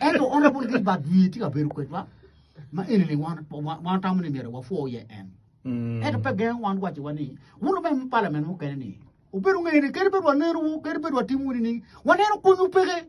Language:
Acoli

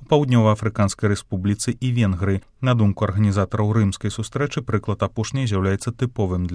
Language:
Belarusian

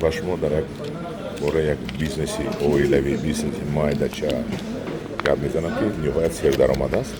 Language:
Tajik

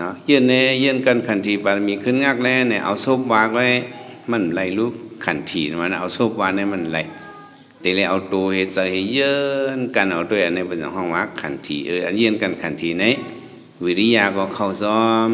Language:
Shan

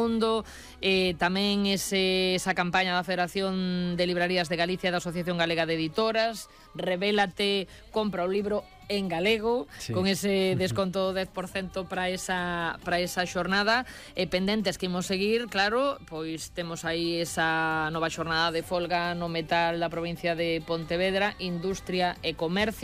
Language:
Galician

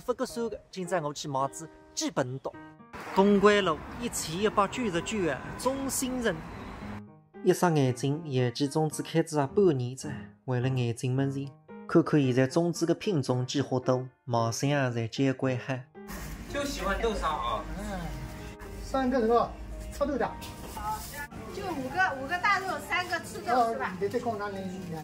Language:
Wu Chinese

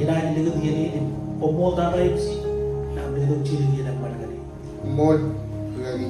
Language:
Marshallese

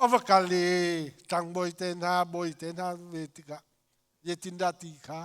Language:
Hakha Chin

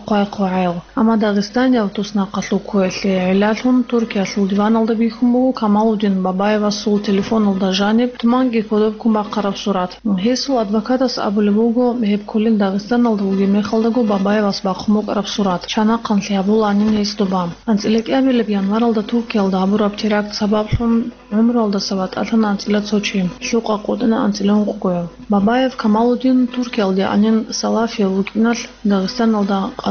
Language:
Avaric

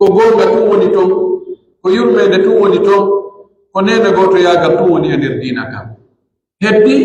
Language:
Pular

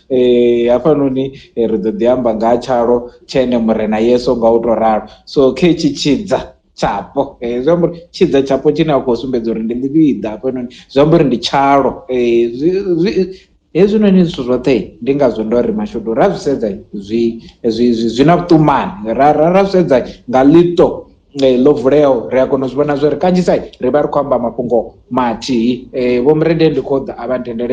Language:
Venda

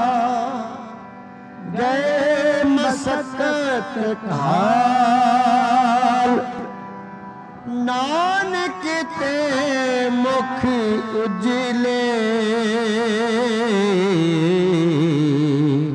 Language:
Punjabi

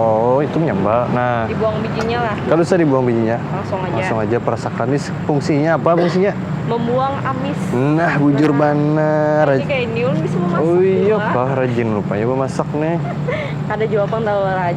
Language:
Banjar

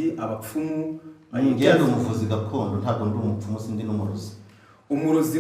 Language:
Kinyarwanda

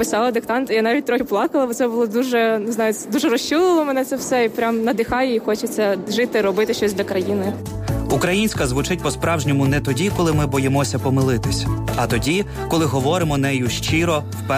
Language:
Ukrainian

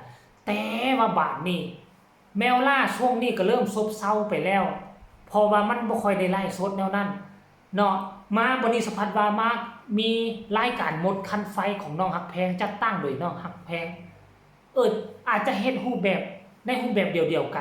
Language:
Northeastern Thai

